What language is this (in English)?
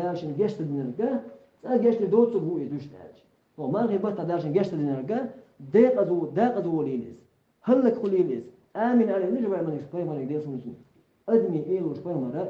Chechen